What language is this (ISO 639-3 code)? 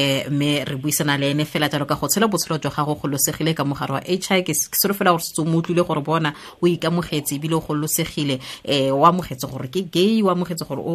tsn